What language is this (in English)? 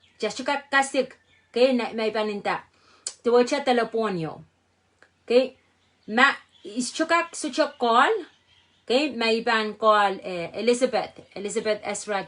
Pohnpeian